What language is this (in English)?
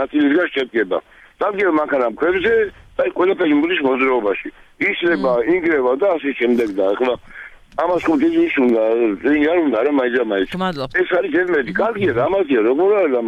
Georgian